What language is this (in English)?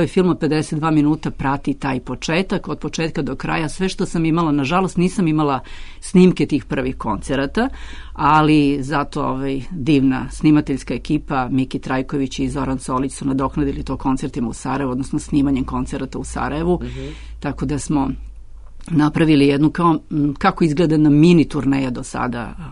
Serbian